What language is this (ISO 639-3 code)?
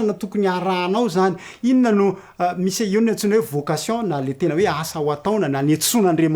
mlg